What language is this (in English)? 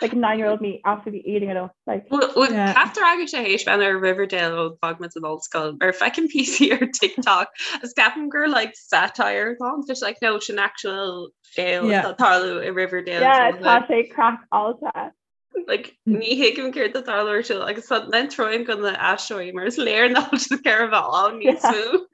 Irish